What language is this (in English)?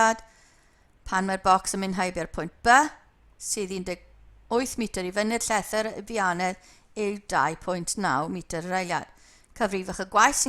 Welsh